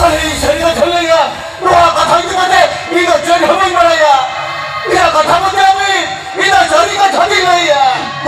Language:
Santali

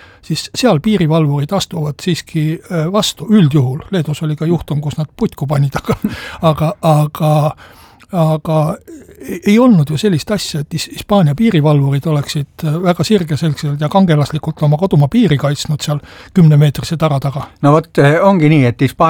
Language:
Estonian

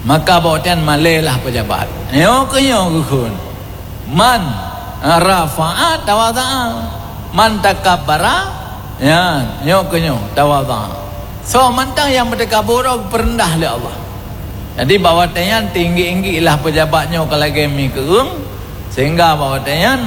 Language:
Achinese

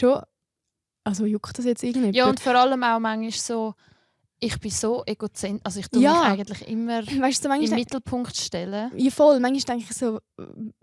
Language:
Swiss German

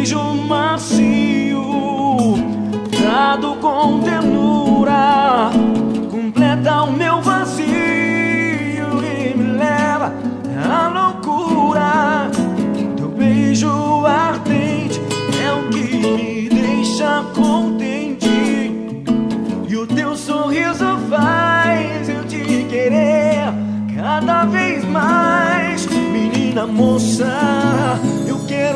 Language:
Portuguese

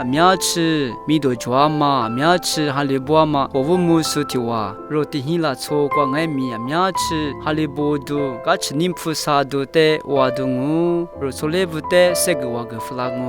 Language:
Lisu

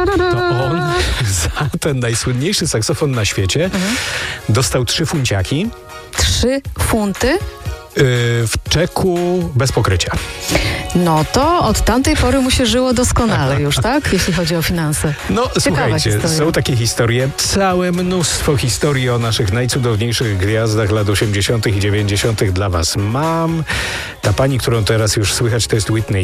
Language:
Polish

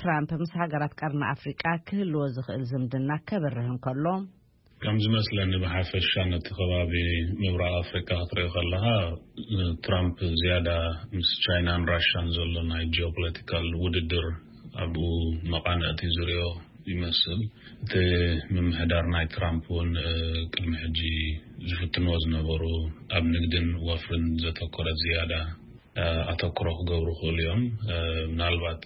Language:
Tigrinya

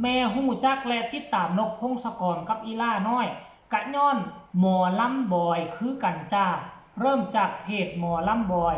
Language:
Northeastern Thai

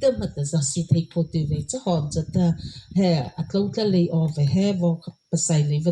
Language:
Mara Chin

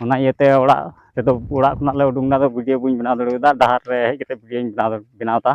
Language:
Santali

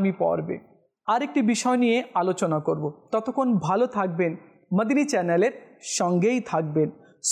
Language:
Bangla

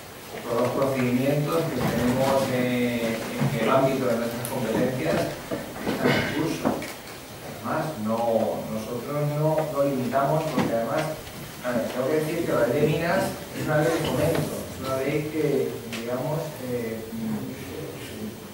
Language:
Spanish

